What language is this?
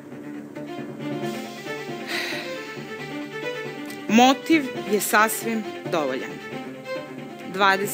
Serbian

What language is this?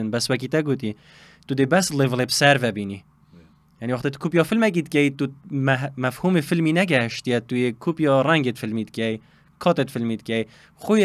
Kurdish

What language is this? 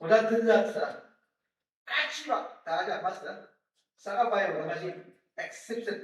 Ao Naga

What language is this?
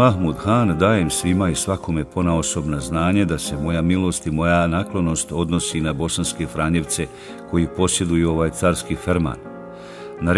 Bosnian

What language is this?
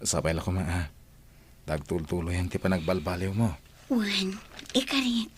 Iloko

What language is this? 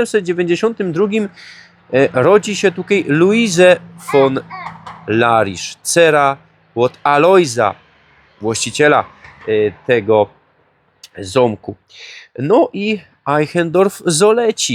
Silesian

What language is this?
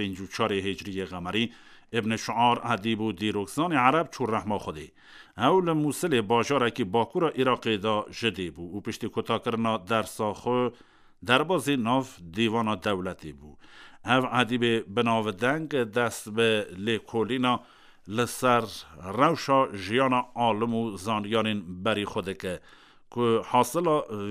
Kurdish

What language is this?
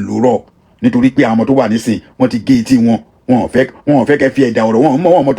Yoruba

